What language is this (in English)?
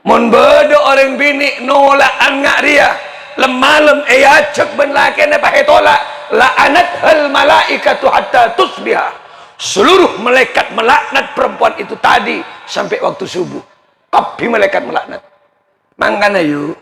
Madurese